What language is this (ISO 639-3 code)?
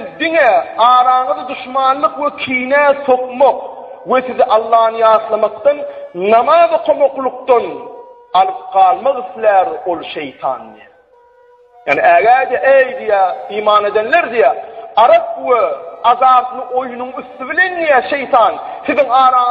tuk